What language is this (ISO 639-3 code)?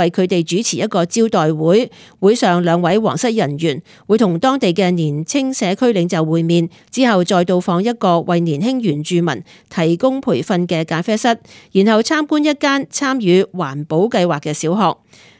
yue